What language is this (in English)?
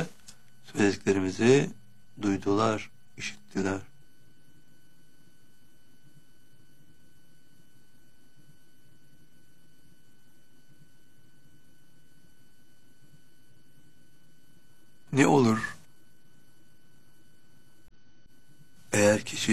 Turkish